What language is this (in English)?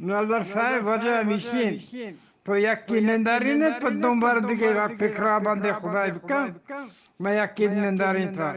Eastern Balochi